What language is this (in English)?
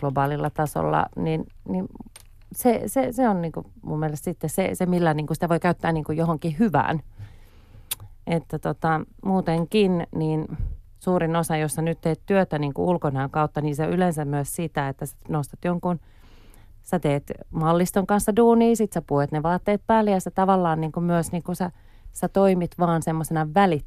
Finnish